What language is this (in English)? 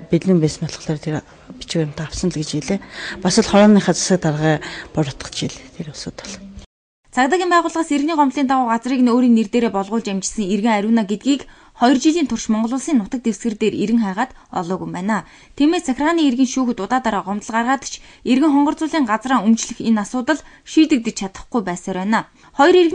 Mongolian